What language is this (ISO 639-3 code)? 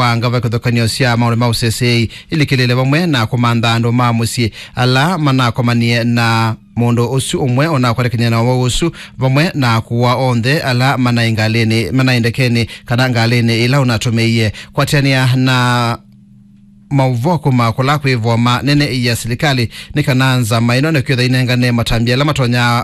kam